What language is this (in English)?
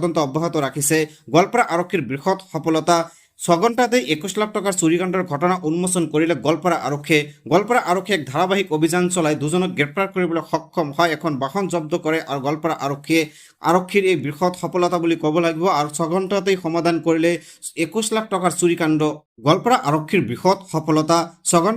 Assamese